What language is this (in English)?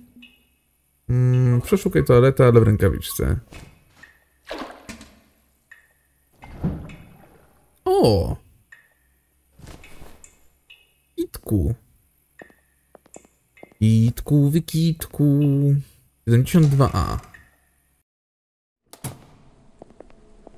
Polish